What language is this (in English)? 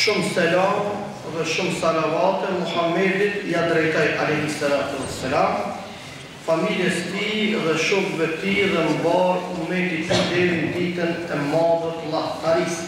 Albanian